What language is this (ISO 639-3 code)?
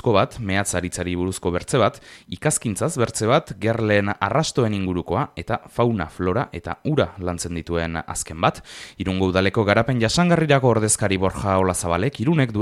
eus